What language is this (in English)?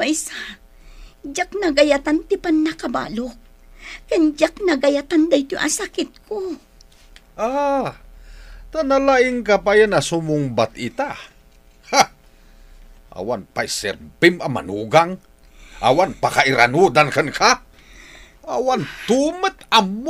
Iloko